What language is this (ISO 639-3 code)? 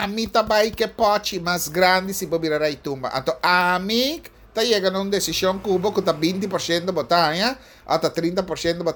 pap